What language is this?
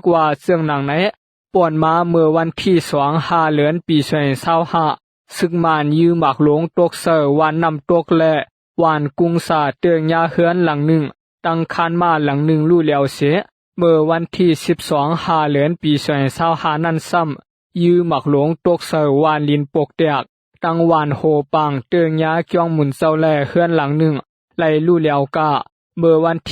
Shan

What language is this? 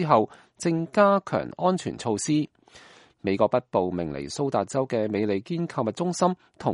Cantonese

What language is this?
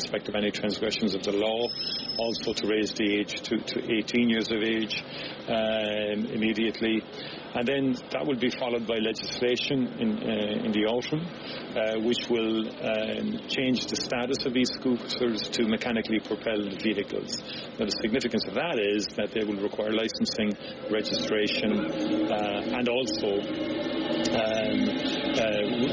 English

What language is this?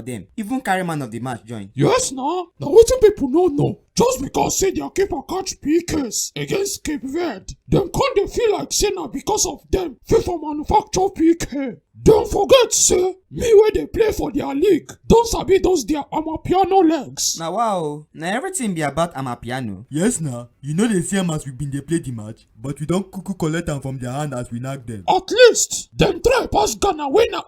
Nigerian Pidgin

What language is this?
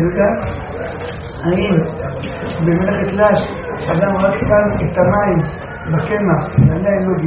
Hebrew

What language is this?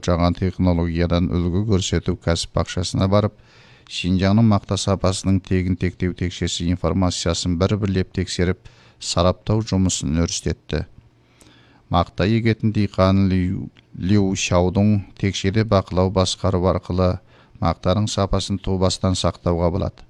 Kazakh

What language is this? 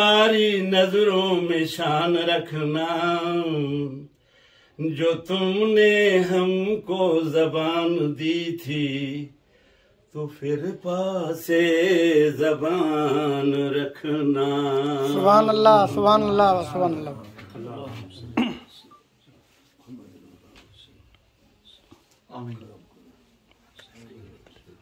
Urdu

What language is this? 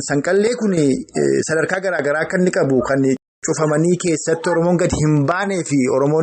Oromo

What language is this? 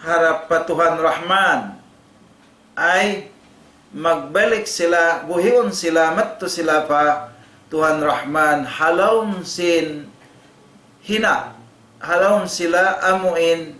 Tausug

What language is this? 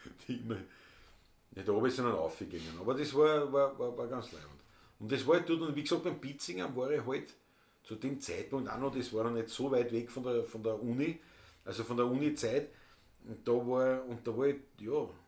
Bavarian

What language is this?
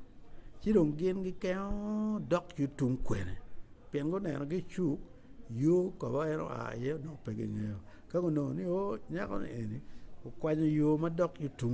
Acoli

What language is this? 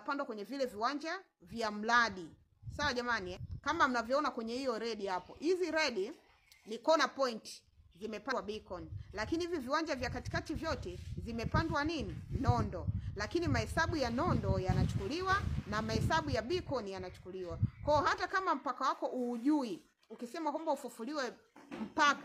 Swahili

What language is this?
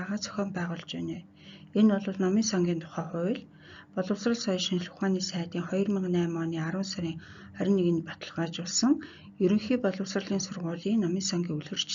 Mongolian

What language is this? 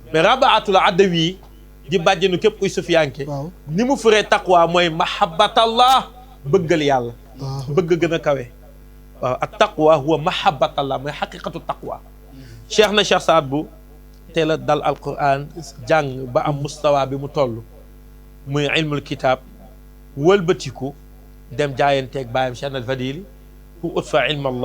Wolof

